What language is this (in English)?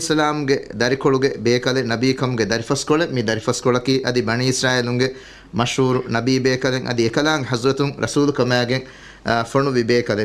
Divehi